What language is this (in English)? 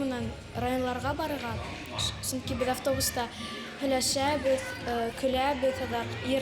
Bashkir